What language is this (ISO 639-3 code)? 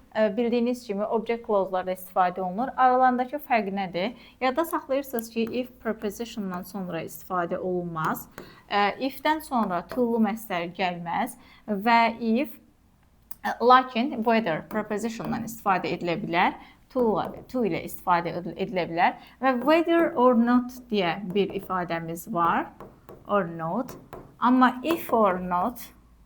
aze